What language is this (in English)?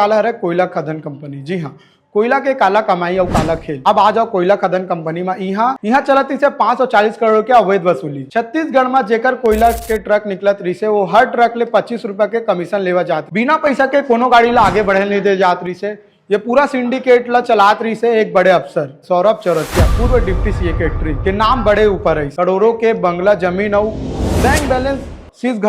Chhattisgarhi